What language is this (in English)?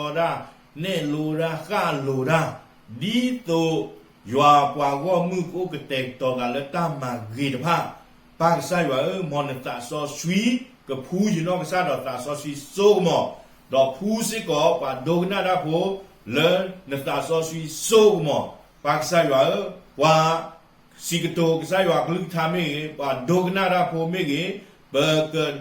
S'gaw Karen